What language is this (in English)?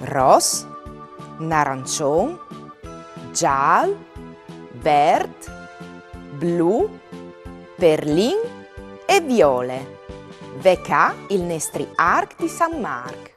Friulian